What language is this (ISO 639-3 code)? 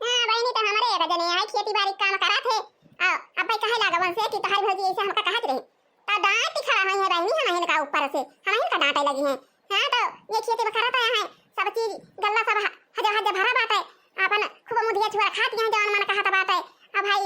awa